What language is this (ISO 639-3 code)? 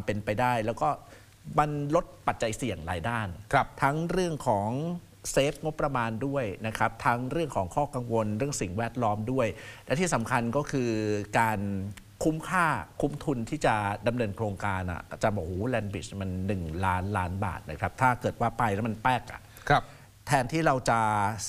tha